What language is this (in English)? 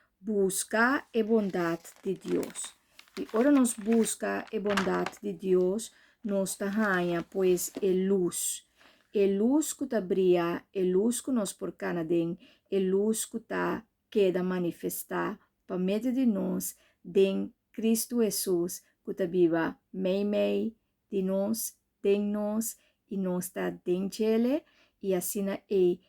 Papiamento